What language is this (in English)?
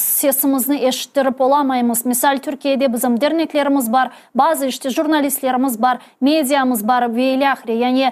Crimean Tatar